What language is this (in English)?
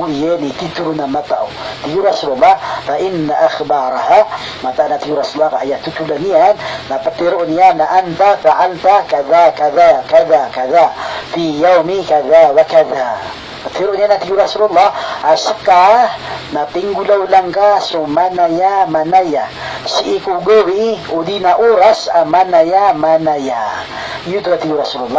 Maranao